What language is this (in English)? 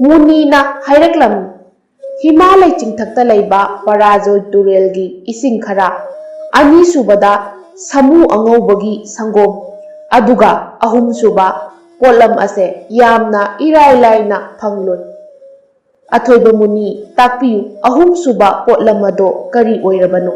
Manipuri